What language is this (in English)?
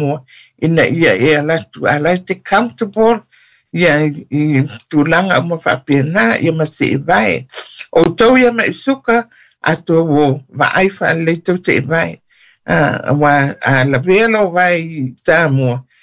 Samoan